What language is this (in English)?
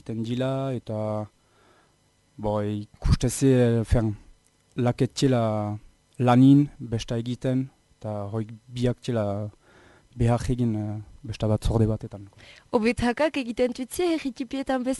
Basque